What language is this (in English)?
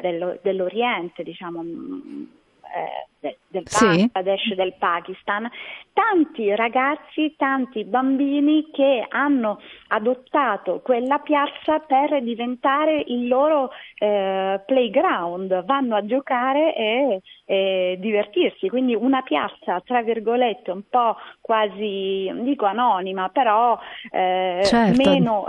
Italian